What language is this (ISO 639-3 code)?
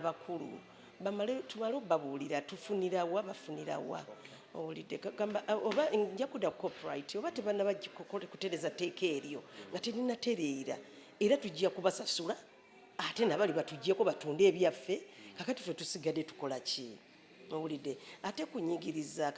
lug